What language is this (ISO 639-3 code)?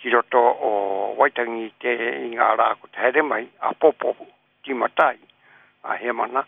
mri